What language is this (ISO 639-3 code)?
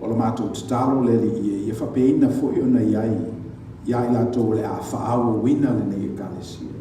smo